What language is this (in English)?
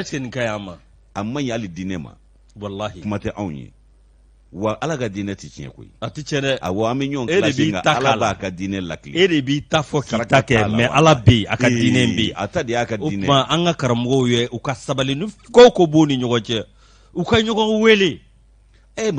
Bambara